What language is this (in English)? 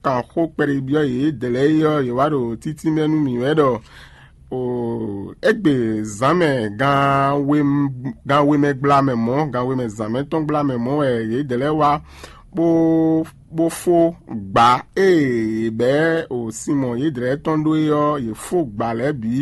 Fon